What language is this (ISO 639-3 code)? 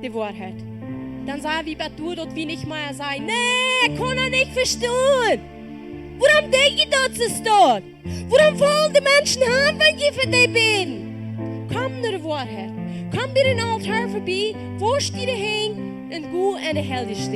pdt